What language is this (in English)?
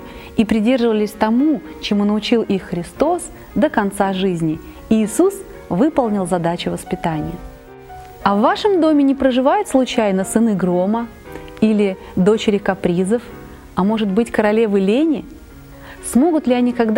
Russian